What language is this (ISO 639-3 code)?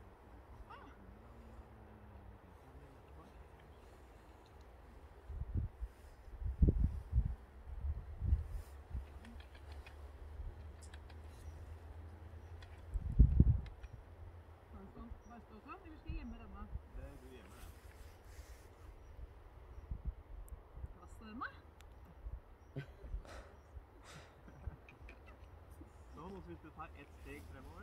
nor